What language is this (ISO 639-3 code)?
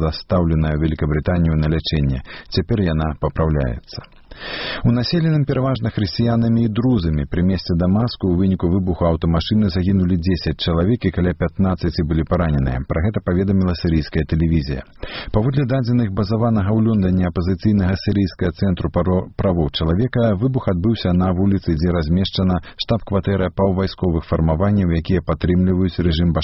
bel